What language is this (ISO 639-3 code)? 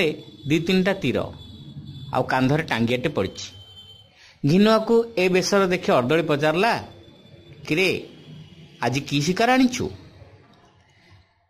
ori